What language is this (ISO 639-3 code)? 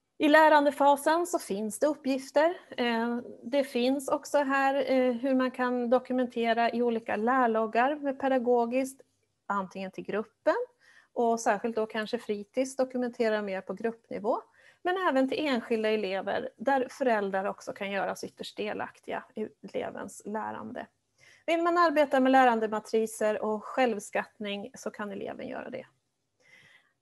swe